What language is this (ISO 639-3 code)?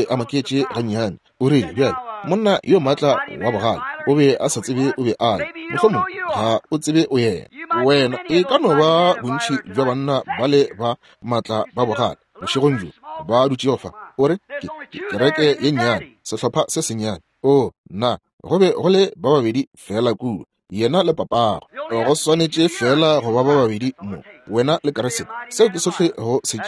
nso